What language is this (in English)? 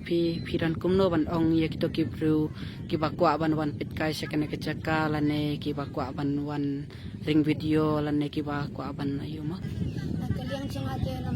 Khasi